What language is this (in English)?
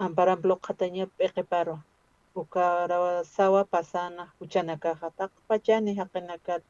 Aymara